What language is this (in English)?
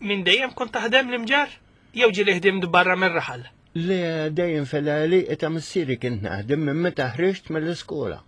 Maltese